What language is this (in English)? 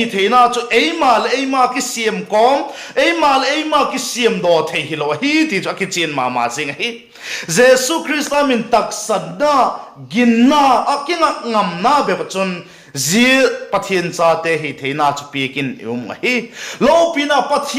Vaiphei